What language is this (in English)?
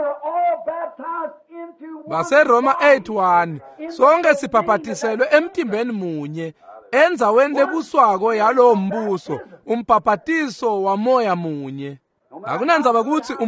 Swati